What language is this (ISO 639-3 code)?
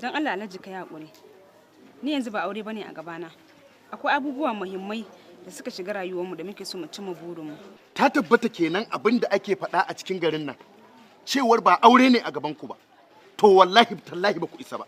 hau